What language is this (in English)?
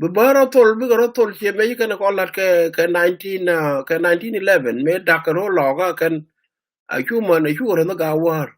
Nuer